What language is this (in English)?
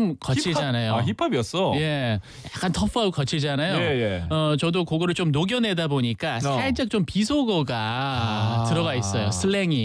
Korean